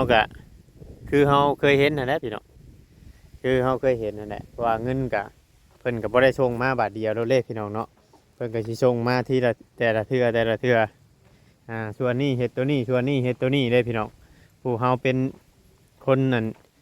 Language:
Northeastern Thai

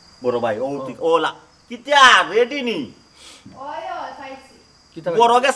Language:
Sylheti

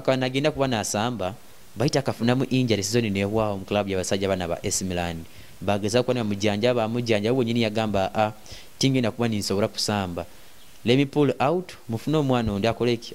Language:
Nyoro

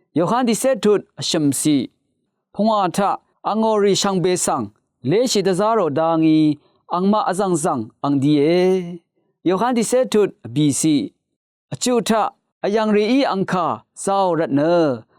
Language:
Rawang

